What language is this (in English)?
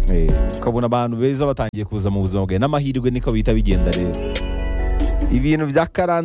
Kinyarwanda